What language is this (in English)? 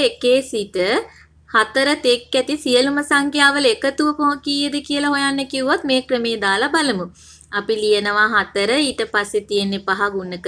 Sinhala